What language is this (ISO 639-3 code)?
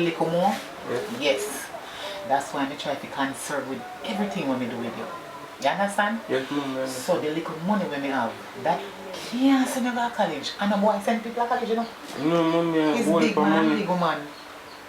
jam